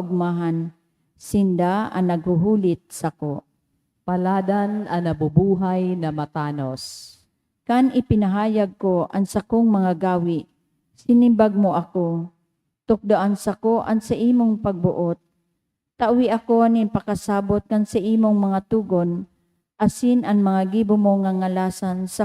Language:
Bikol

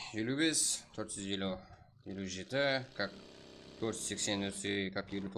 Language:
Kara-Kalpak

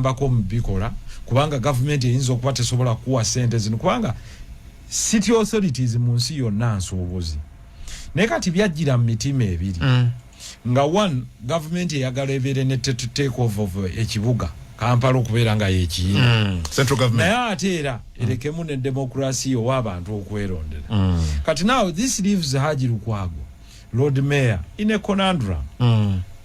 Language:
Ganda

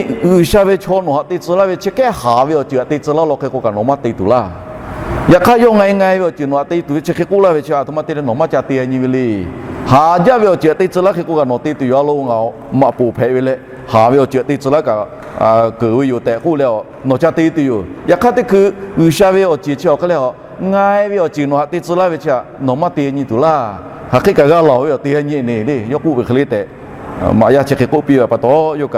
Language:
Lahu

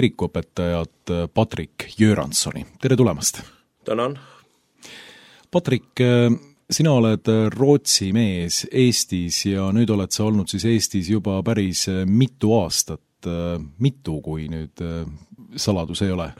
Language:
Estonian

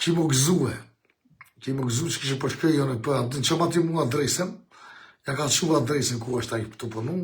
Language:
Albanian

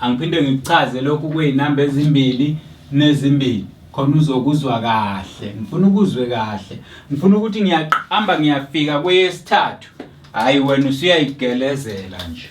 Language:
Zulu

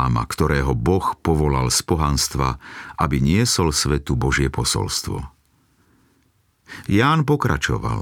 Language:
Slovak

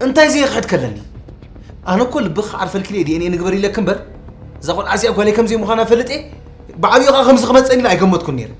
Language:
Tigrinya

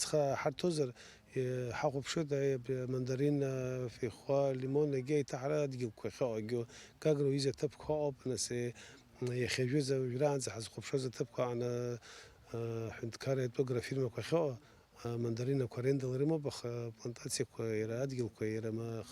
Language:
Abkhazian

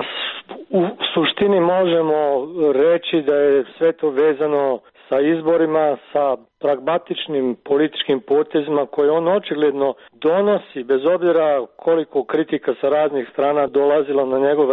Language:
Serbian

